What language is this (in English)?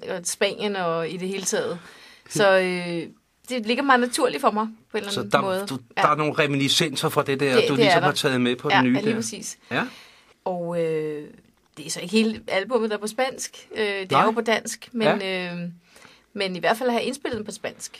Danish